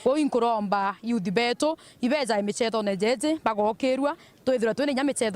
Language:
Meru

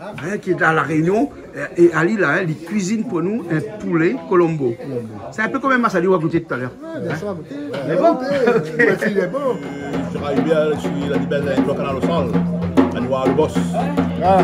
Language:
Réunion Creole French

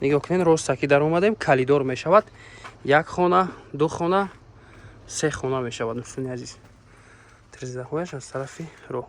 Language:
Tajik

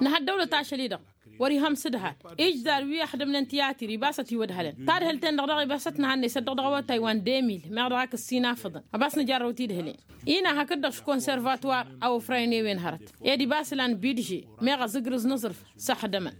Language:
Tamasheq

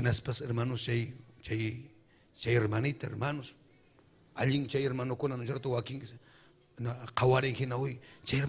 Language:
Ayacucho Quechua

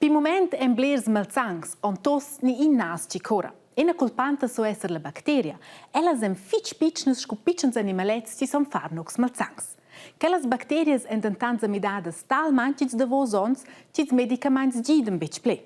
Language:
Romansh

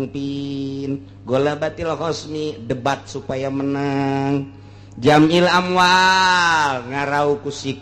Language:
Sundanese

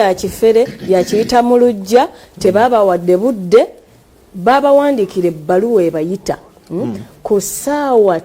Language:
Ganda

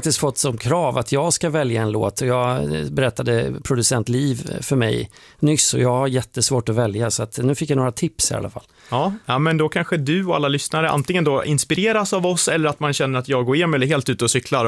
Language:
Swedish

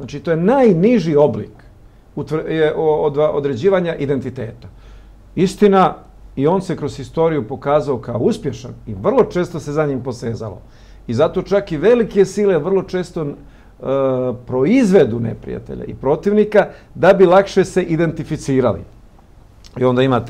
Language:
Bosnian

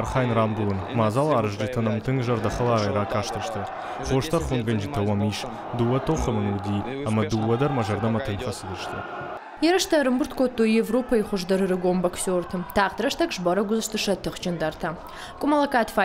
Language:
Ossetic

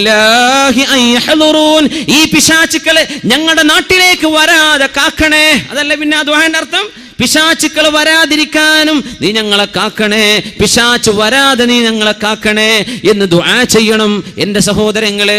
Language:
Malayalam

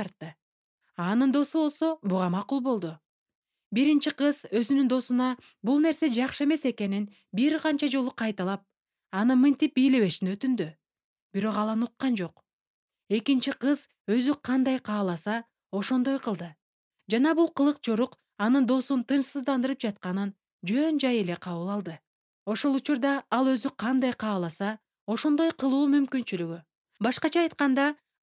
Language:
Kyrgyz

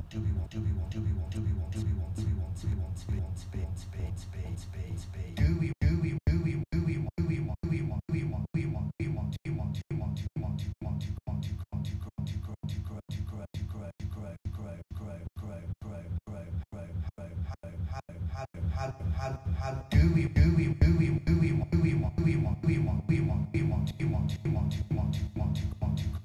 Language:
English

